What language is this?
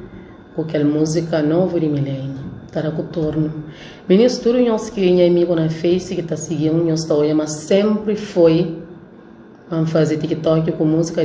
Kabuverdianu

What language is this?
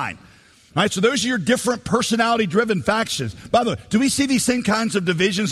English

